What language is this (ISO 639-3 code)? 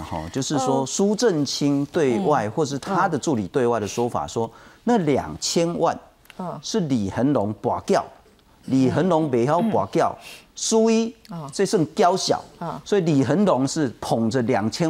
zho